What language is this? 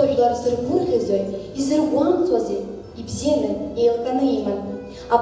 Abkhazian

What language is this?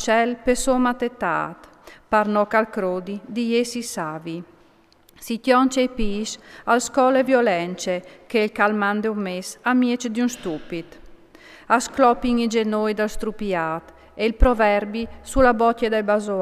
Friulian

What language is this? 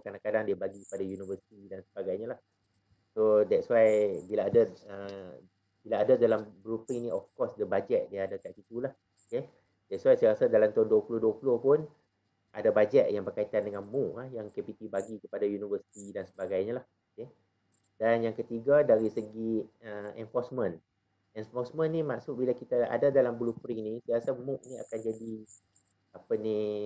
Malay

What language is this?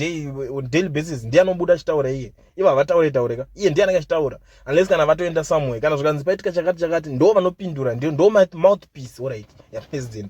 Shona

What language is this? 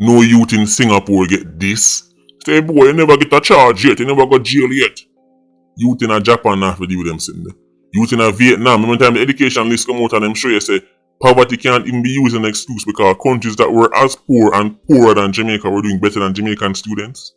Jamaican Creole English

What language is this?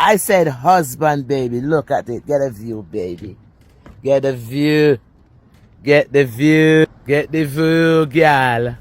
Jamaican Creole English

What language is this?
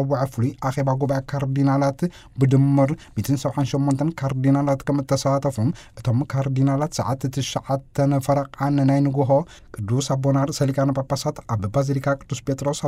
Tigrinya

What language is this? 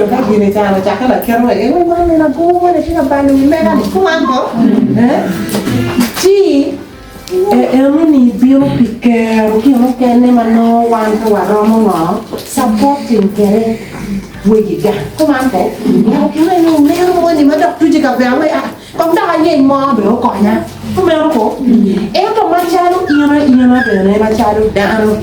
Acoli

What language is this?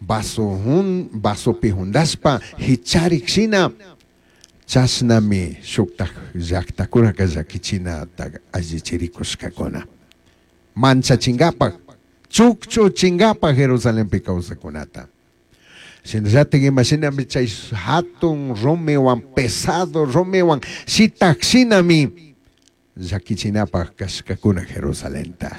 Chimborazo Highland Quichua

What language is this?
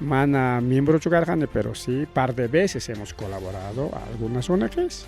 Ayacucho Quechua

